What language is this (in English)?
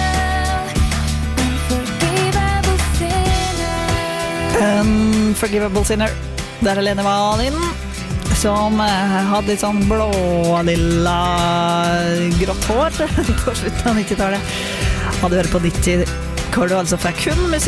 Norwegian